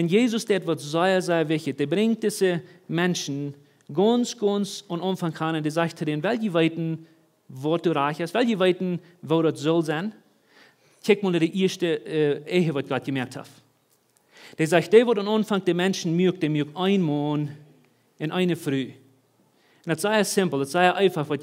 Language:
Plautdietsch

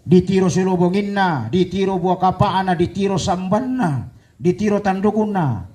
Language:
Toraja-Sa'dan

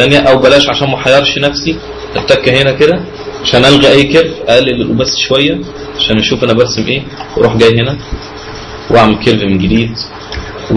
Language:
Egyptian Arabic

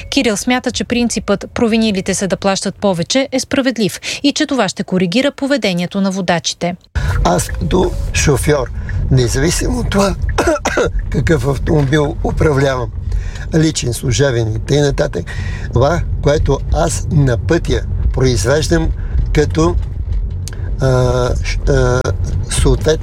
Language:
Bulgarian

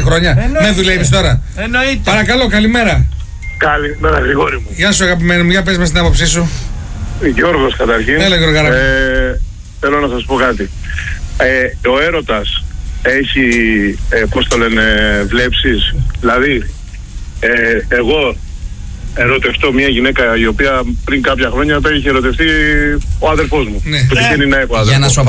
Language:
Greek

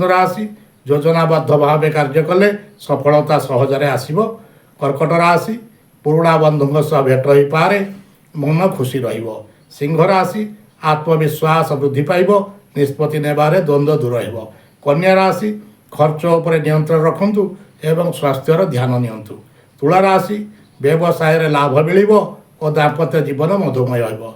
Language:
Odia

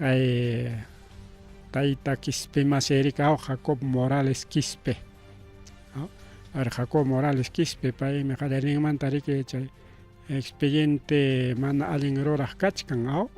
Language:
Ayacucho Quechua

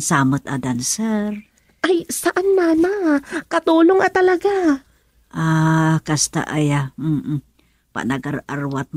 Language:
Iloko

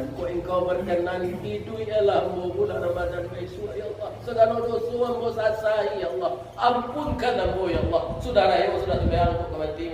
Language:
Minangkabau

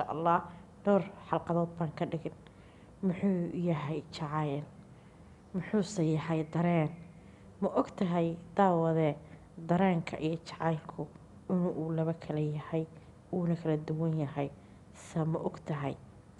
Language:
Somali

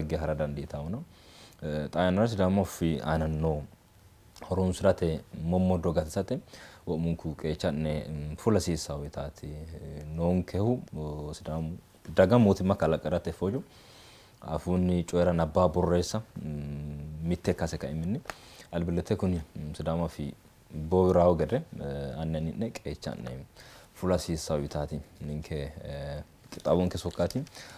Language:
Sidamo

